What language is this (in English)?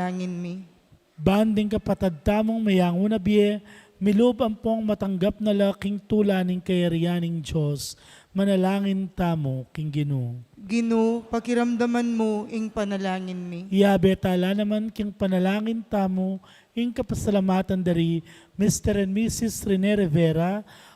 Pampanga